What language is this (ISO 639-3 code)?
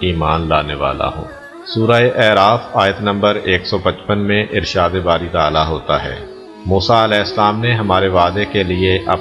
urd